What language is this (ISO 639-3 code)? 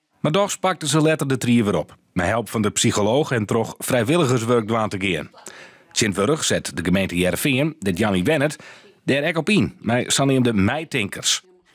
fry